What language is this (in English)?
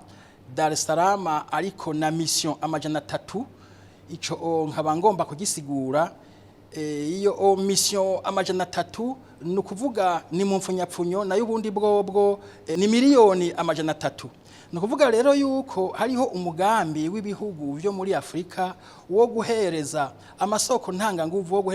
Rundi